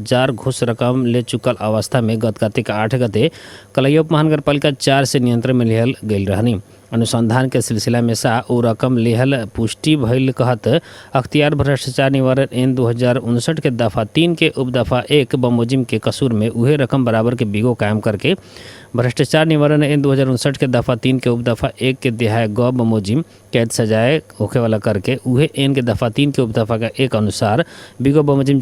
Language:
Bhojpuri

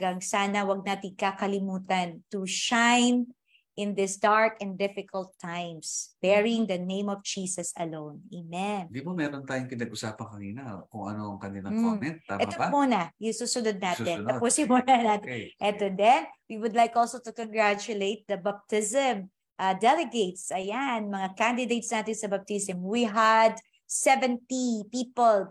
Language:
Filipino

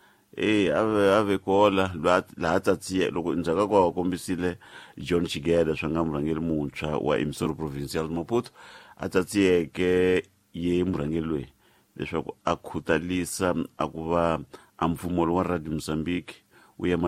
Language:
Tsonga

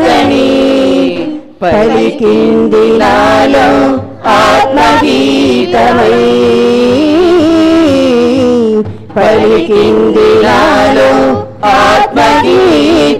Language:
Telugu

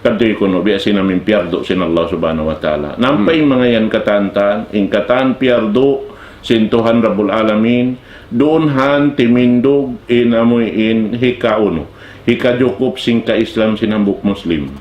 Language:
Tausug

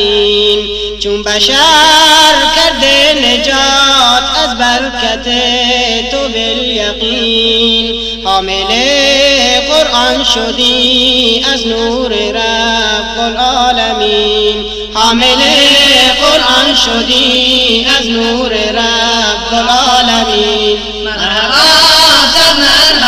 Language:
Persian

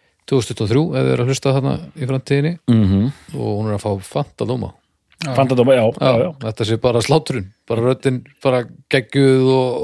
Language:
Icelandic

